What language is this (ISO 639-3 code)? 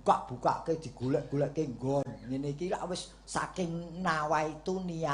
jav